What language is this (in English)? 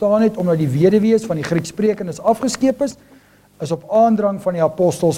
Afrikaans